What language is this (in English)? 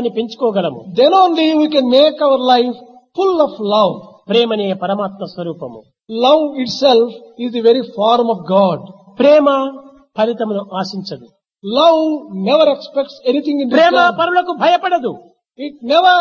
Telugu